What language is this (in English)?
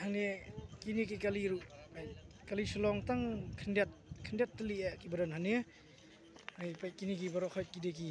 Khasi